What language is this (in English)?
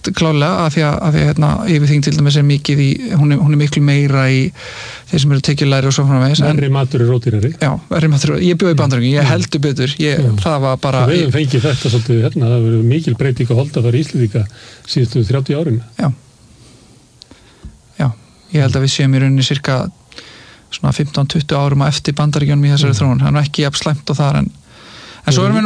Icelandic